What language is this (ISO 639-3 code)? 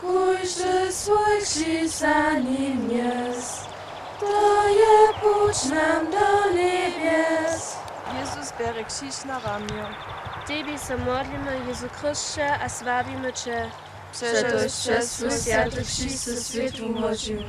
hsb